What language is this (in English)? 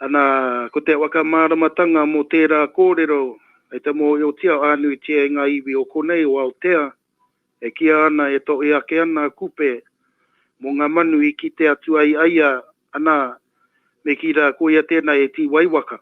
Māori